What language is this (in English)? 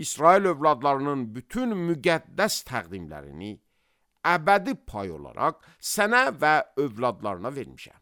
Azerbaijani